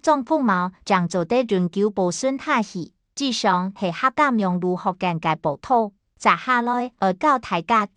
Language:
Hakka Chinese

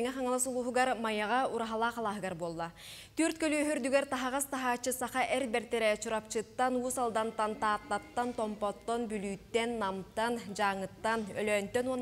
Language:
Yakut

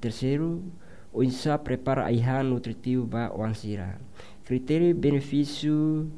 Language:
Tetum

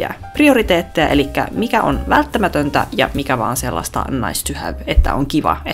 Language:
Finnish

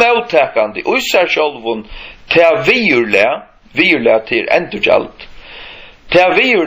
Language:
Faroese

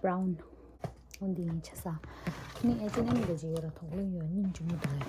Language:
Tibetan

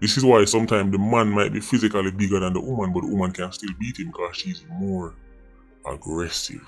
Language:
Jamaican Creole English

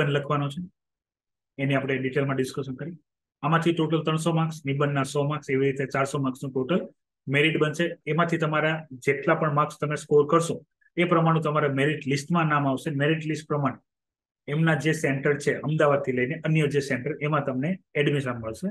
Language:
Gujarati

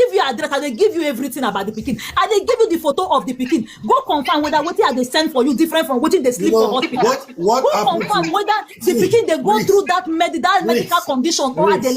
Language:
Nigerian Pidgin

